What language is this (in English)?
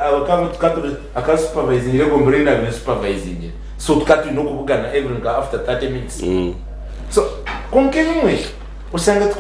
Nyankole